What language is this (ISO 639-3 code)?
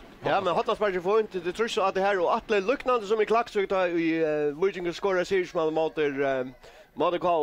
fao